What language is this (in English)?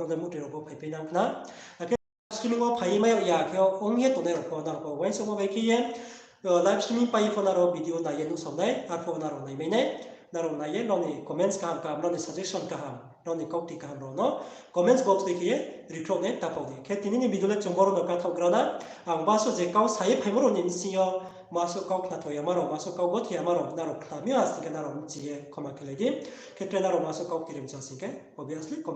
Riang (India)